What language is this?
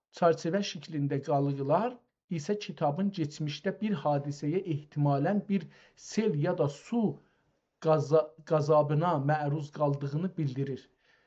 South Azerbaijani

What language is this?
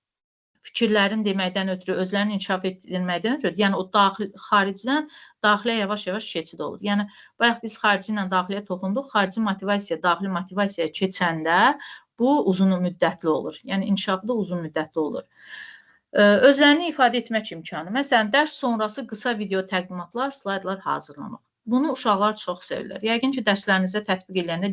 Azerbaijani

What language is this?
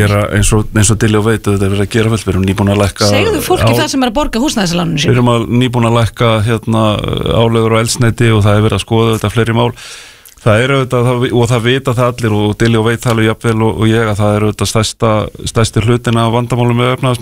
Icelandic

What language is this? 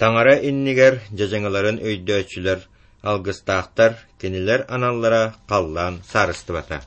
Yakut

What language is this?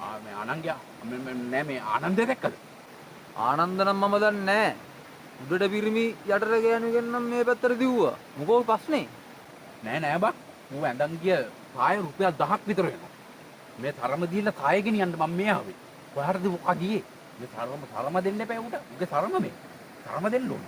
Sinhala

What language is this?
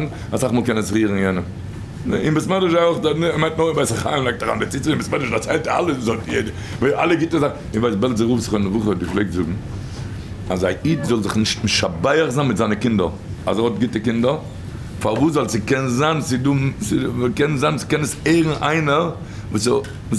Yiddish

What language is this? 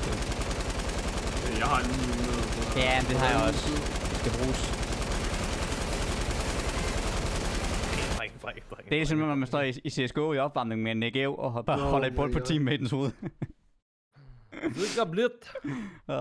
Danish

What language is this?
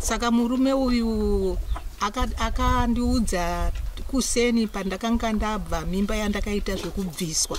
Shona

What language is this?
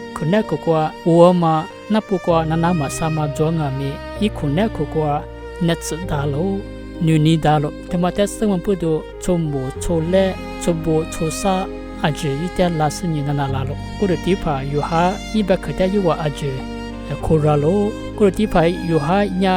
Lisu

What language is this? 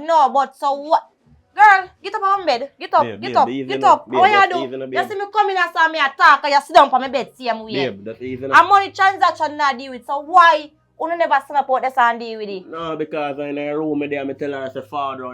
Jamaican Creole English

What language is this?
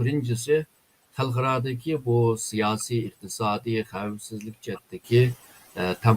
Uyghur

